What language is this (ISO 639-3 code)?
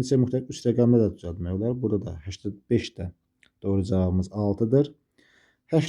aze